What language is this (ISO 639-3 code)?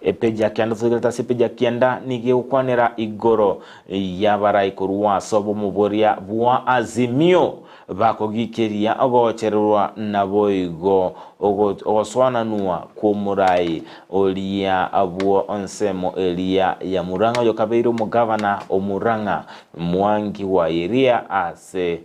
guz